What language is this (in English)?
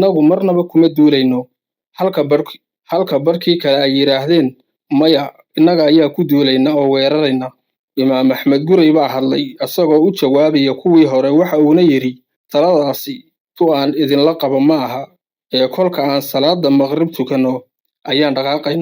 Somali